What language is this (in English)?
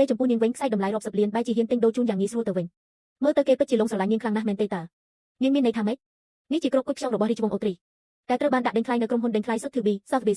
Khmer